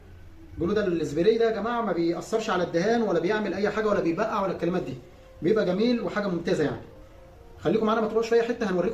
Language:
Egyptian Arabic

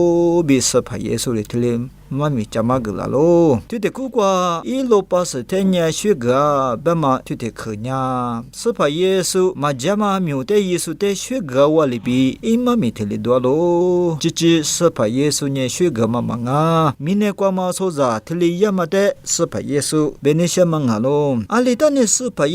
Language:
Lisu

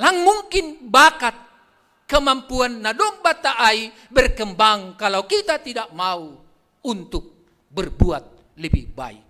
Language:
Batak Simalungun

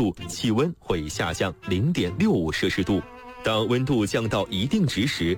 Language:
Chinese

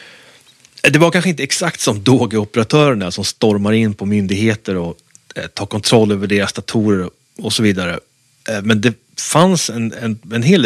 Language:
Swedish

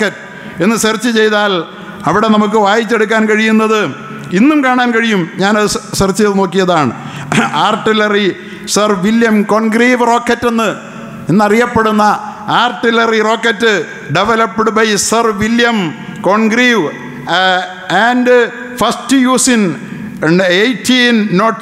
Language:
Malayalam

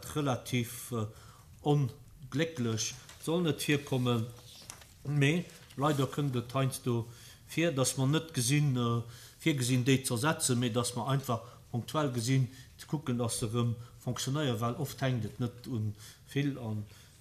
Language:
Luxembourgish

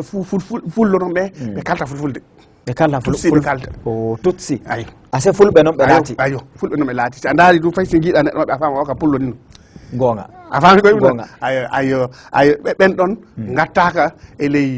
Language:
Fula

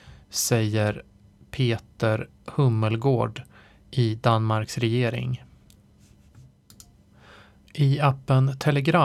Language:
Swedish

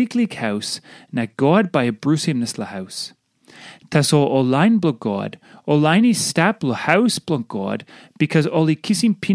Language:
Tok Pisin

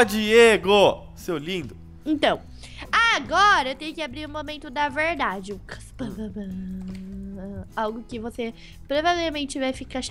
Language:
Portuguese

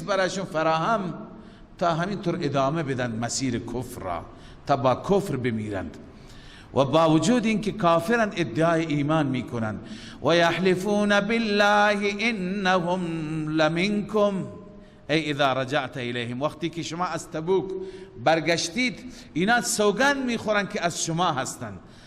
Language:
Persian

